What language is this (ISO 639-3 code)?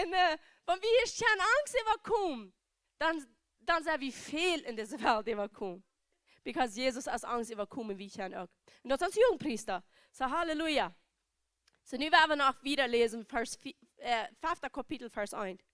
pdt